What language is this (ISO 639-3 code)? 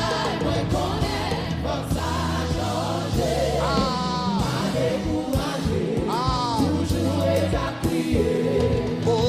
hat